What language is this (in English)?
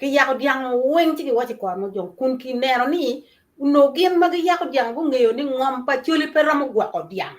Acoli